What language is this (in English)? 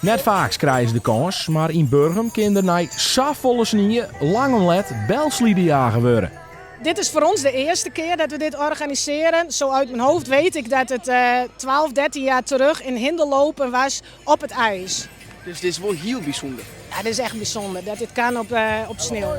Western Frisian